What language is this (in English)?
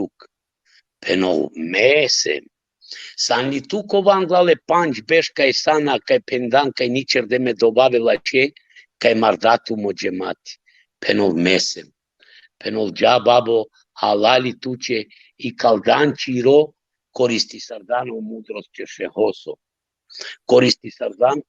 Balkan Romani